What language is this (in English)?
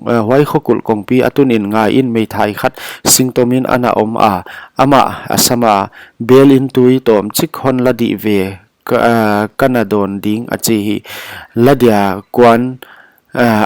Paite Chin